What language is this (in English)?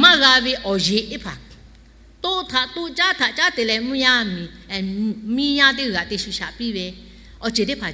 Lahu